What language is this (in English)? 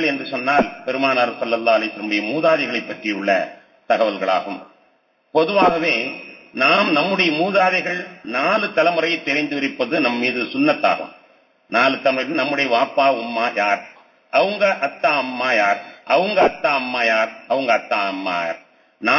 Tamil